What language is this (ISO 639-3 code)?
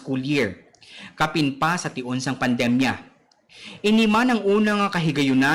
hil